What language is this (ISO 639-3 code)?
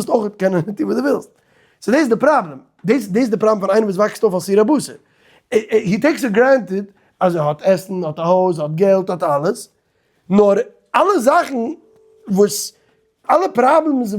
yid